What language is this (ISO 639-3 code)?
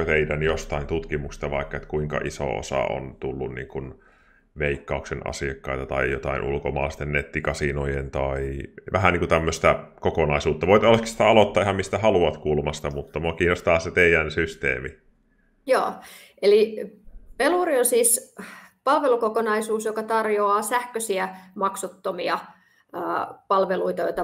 fin